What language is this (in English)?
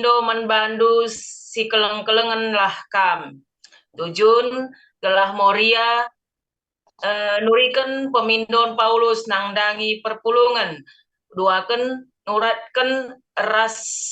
Batak Karo